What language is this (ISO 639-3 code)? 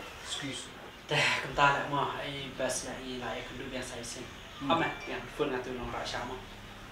msa